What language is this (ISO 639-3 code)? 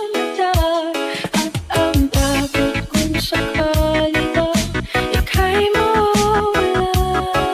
fil